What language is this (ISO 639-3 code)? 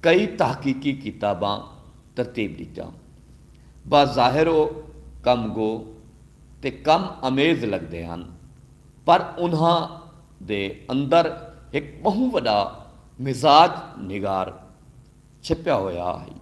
skr